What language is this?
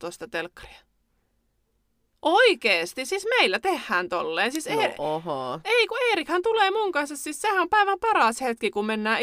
Finnish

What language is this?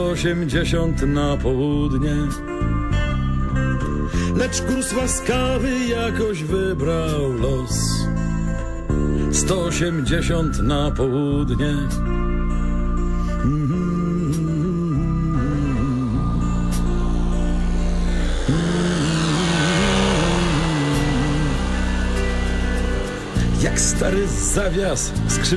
Polish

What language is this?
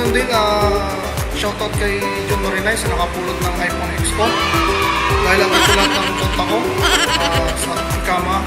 Filipino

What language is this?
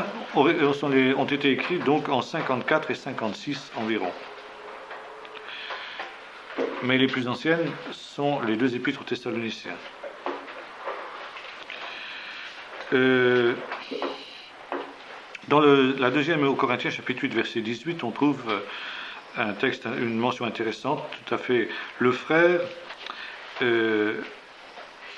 French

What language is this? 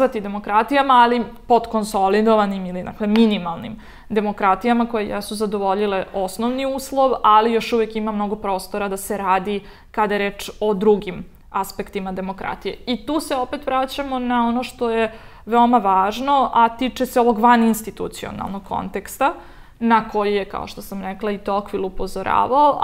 Serbian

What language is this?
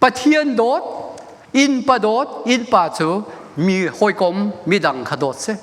Hakha Chin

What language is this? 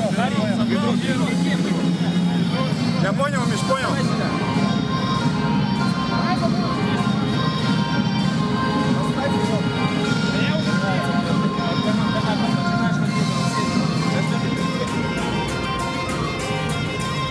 Russian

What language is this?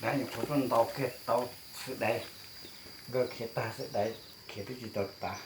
Hmong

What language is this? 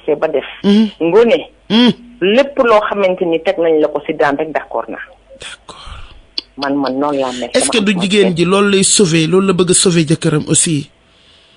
Wolof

